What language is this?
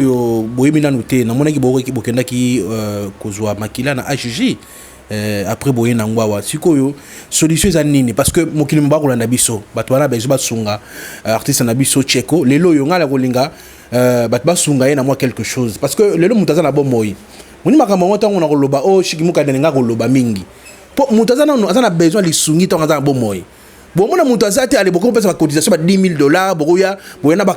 Lingala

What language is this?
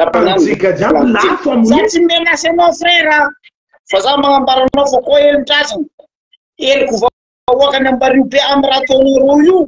Malagasy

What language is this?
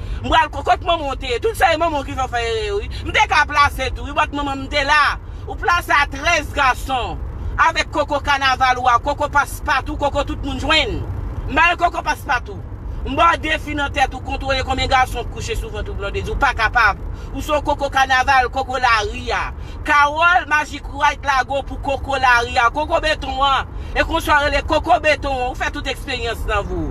Haitian Creole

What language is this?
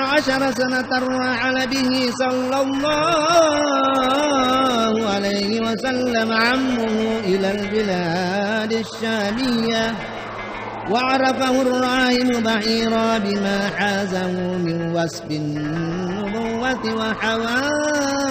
Buginese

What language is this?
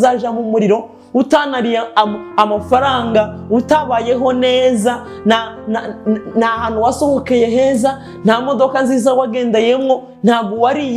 Kinyarwanda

